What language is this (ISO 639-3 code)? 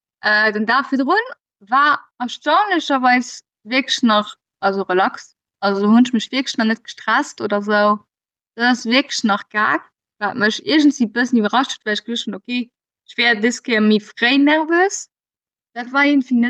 ltz